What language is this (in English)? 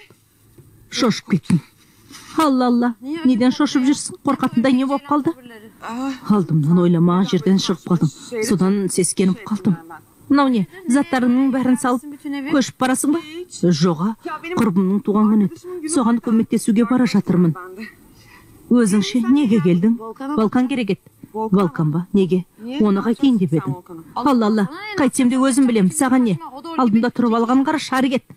Kazakh